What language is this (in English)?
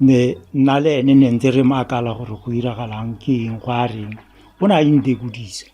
Tswana